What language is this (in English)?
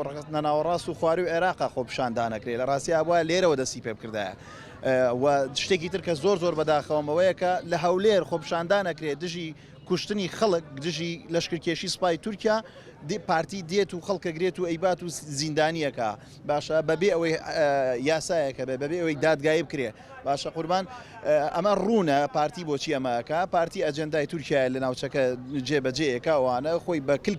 Central Kurdish